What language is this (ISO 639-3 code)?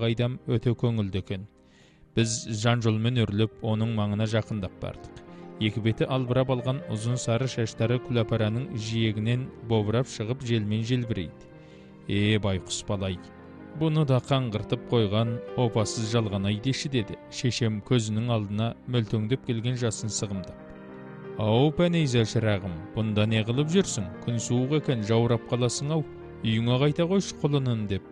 kaz